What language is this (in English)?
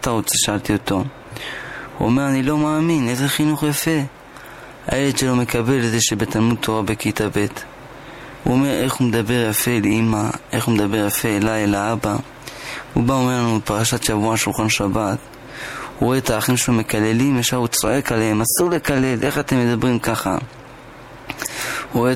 Hebrew